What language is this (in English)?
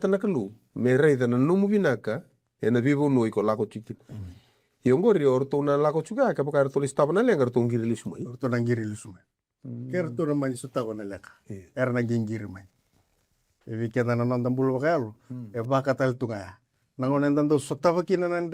Fijian